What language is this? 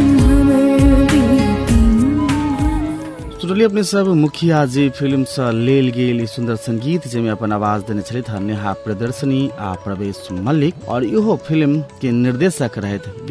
Maithili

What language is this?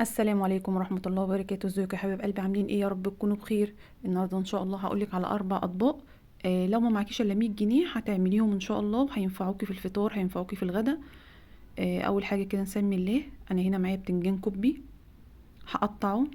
Egyptian Arabic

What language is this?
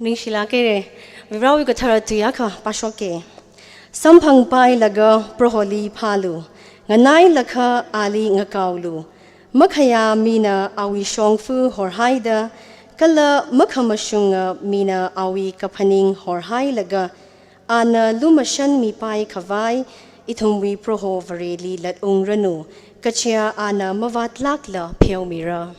Tangkhul Naga (India)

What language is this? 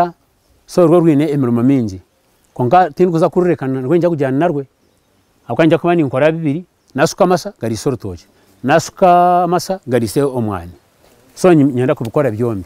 Nyankole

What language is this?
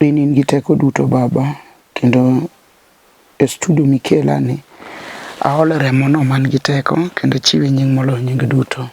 Luo (Kenya and Tanzania)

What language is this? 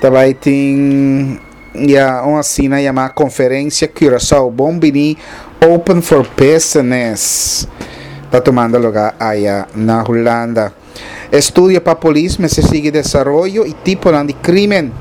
Papiamento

